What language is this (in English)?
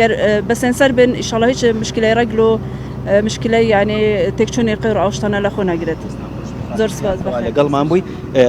Central Kurdish